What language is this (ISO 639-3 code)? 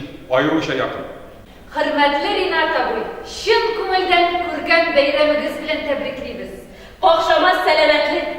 tat